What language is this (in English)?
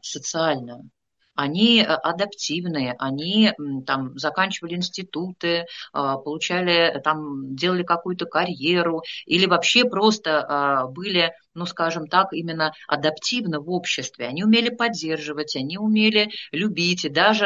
Russian